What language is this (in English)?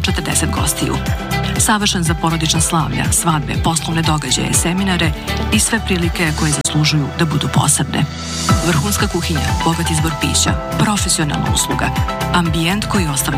Serbian